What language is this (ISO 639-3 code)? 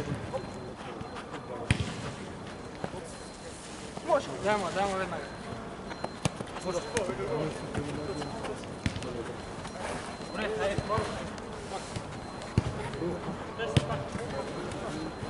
bul